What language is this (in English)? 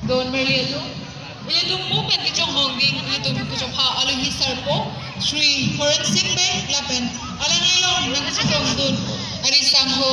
Karbi